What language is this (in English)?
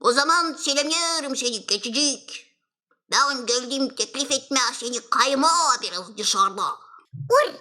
Gagauz